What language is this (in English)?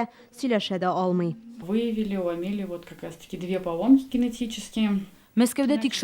Tatar